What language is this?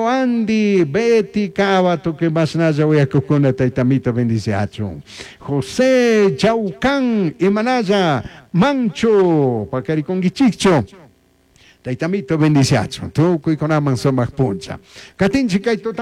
Chimborazo Highland Quichua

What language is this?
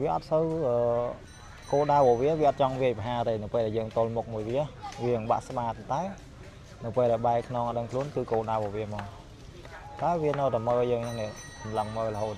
Khmer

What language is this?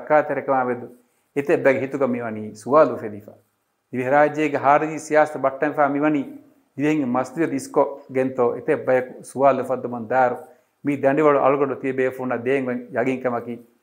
Divehi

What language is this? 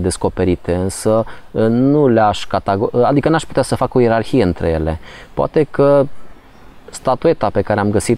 Romanian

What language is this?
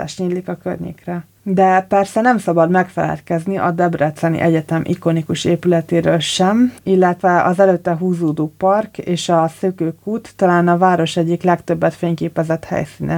Hungarian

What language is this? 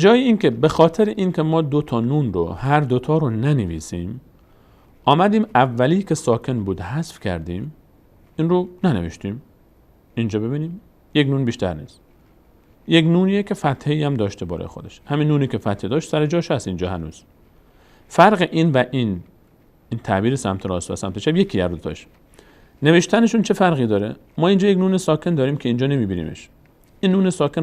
Persian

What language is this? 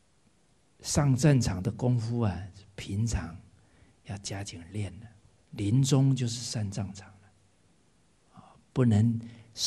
Chinese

